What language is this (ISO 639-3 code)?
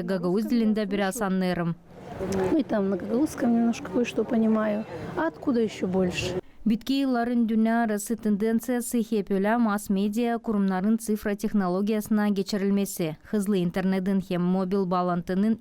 gag